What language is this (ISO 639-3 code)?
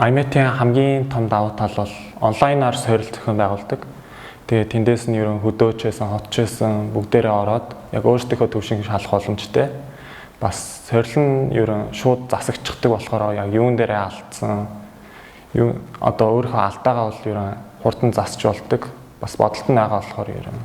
mon